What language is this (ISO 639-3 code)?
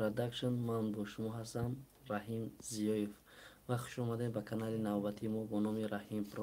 tgk